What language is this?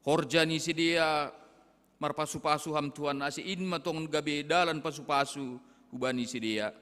Batak Simalungun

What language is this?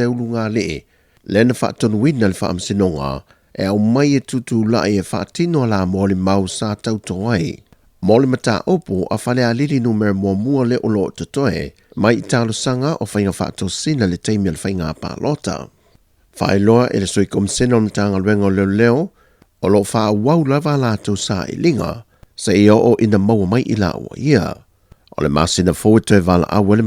Samoan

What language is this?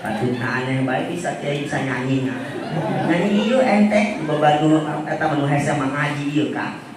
Sundanese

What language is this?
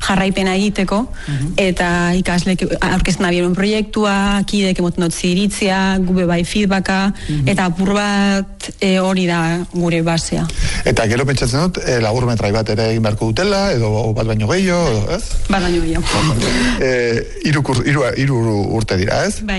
Basque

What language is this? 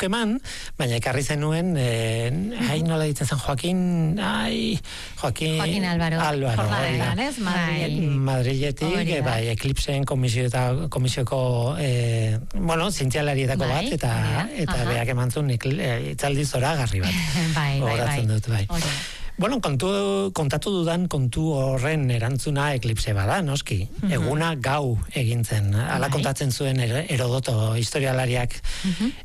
Basque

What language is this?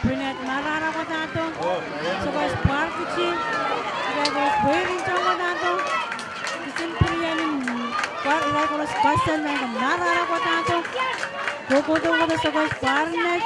Pohnpeian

